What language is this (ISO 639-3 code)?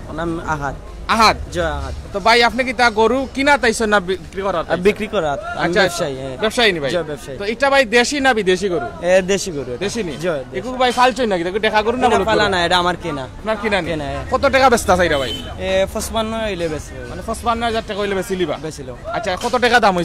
syl